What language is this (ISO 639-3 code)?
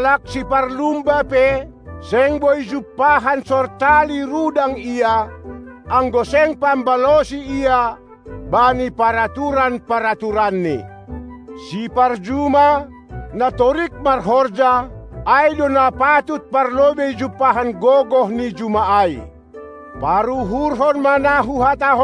bts